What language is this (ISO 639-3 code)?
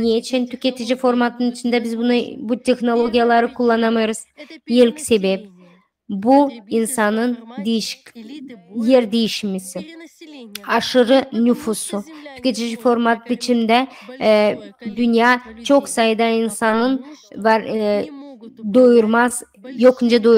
gag